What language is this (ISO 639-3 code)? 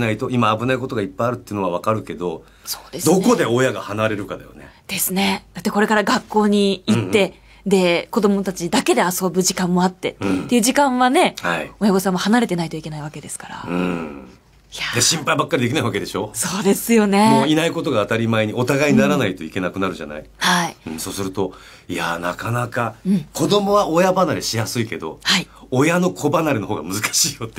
jpn